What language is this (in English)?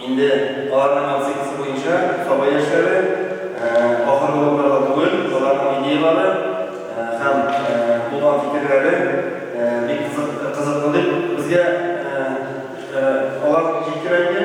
Tatar